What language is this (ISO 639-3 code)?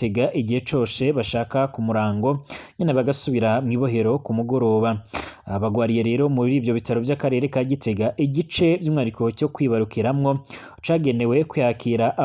run